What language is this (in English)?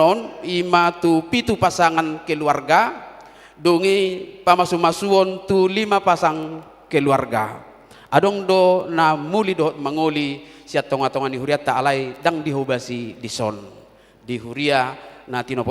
Batak Toba